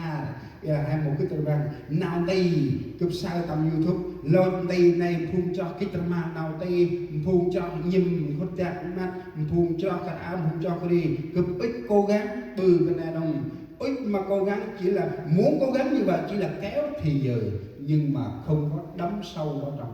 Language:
Central Mnong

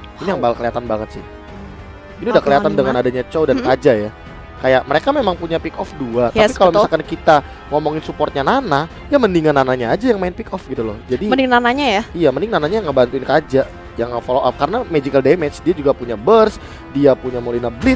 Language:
Indonesian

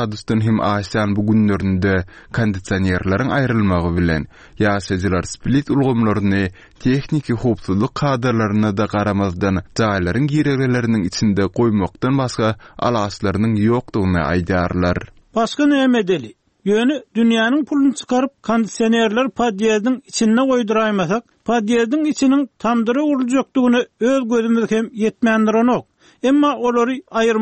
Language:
Turkmen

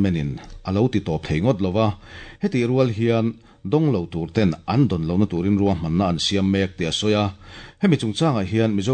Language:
Mizo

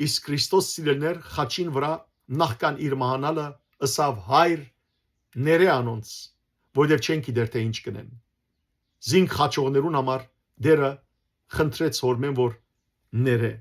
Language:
Western Armenian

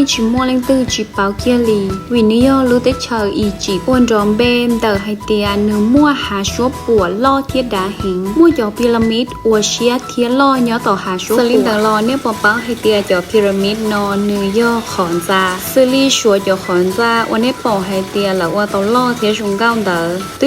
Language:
Hmong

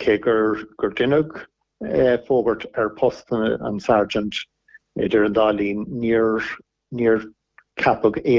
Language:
Irish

